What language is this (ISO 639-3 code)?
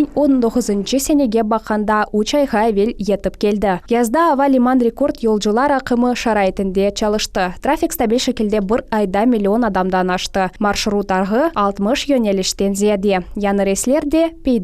crh